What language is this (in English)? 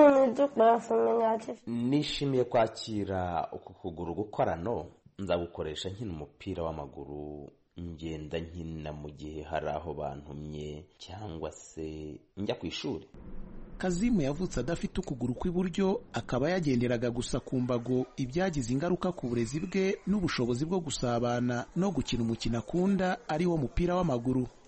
Kinyarwanda